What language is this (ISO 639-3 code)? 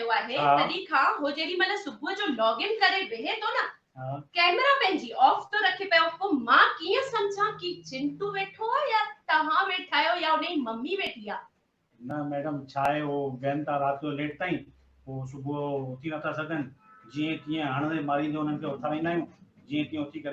snd